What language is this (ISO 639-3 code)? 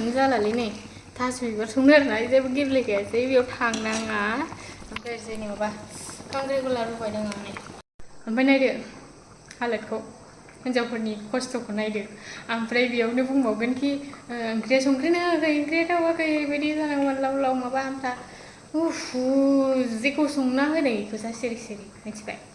brx